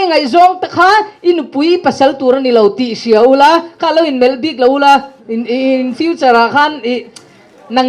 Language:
Mizo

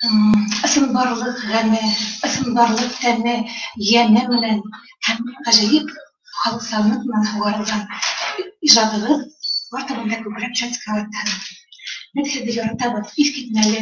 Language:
Bashkir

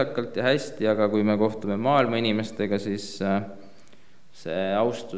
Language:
Estonian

